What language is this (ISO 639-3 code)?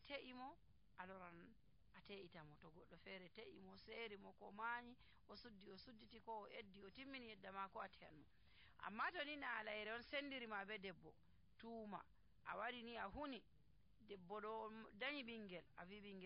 fuv